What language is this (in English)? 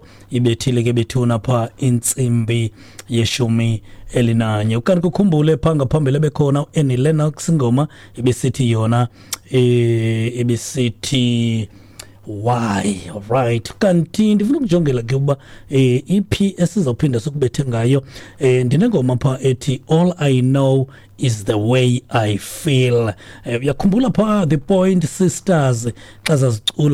Xhosa